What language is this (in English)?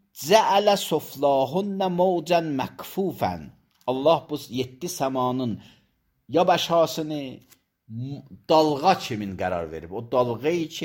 Azerbaijani